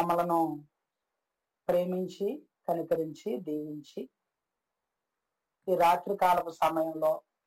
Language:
Telugu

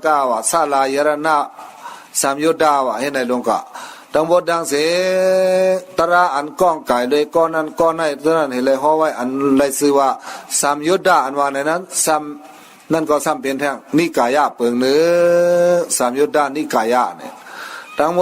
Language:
Shan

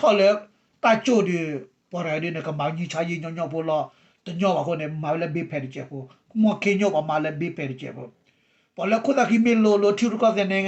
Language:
S'gaw Karen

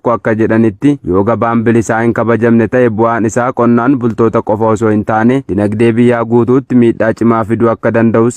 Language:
Oromo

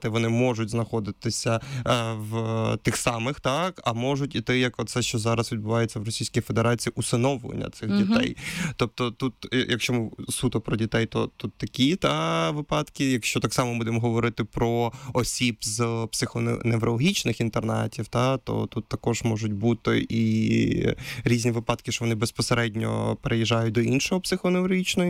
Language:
Ukrainian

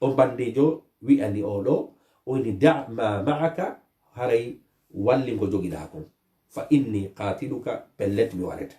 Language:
Fula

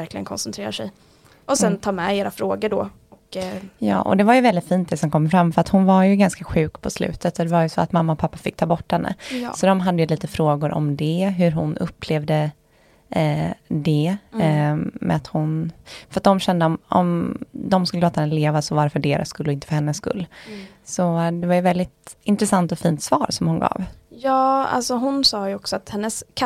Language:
Swedish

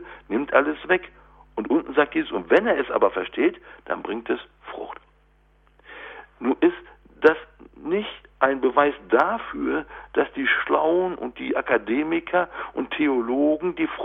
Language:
German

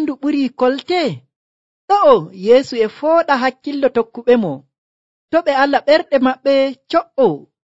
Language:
Nigerian Fulfulde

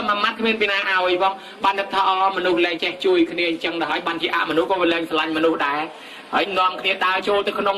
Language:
Khmer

